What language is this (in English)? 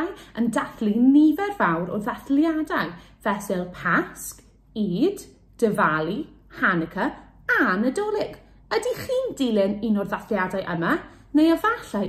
Welsh